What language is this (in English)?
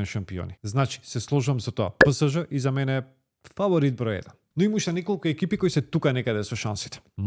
Macedonian